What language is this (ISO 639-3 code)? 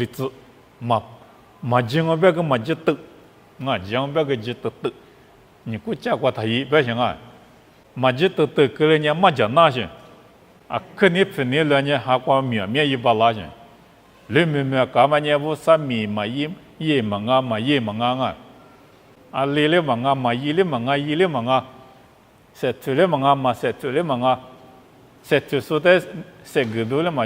lis